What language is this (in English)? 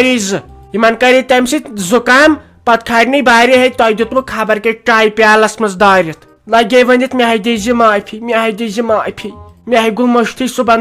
Kashmiri